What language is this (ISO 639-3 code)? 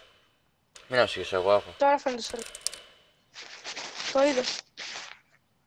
ell